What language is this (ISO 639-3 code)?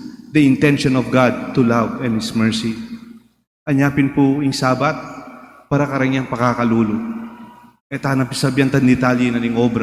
pam